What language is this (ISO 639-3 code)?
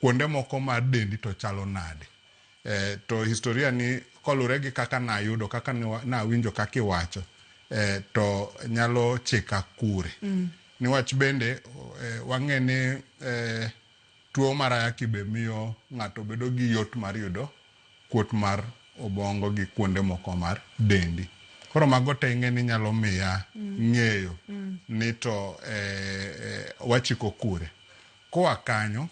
luo